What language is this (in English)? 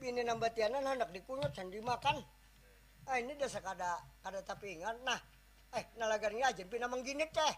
Banjar